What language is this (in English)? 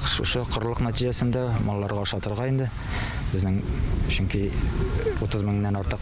Tatar